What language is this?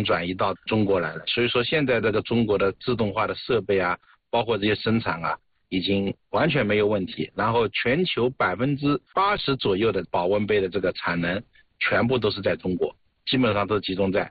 Chinese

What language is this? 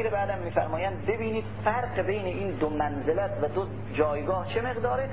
Persian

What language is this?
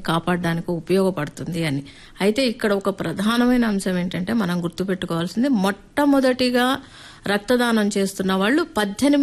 Telugu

